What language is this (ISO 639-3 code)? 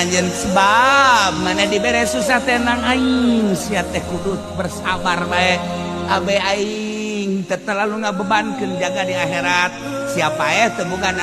sun